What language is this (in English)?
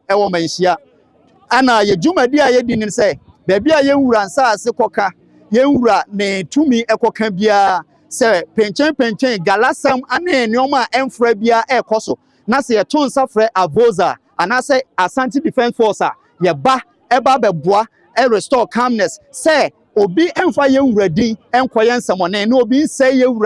Akan